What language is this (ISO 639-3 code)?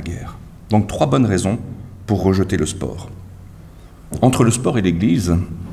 fra